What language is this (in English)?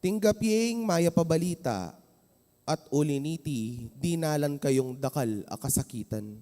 Pampanga